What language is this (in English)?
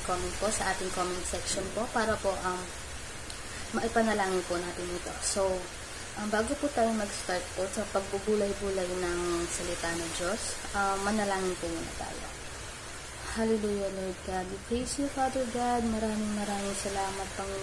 Filipino